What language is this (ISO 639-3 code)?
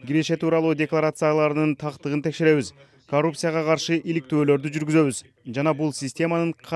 kir